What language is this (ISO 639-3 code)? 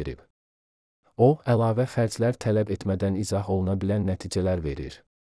aze